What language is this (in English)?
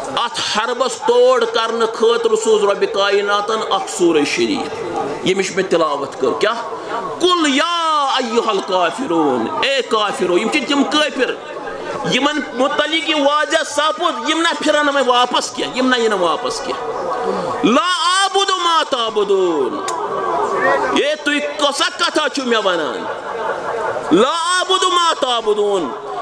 Kashmiri